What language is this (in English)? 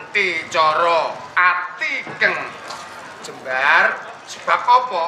Javanese